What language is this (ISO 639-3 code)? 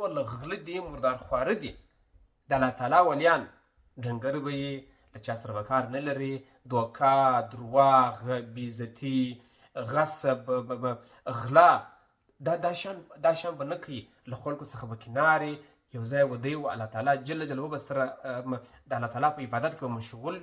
pus